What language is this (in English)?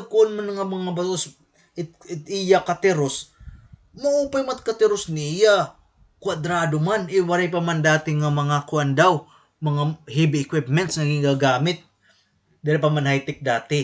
Waray